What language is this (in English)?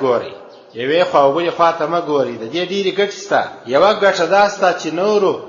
Pashto